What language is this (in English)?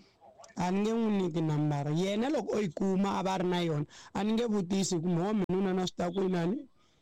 Tsonga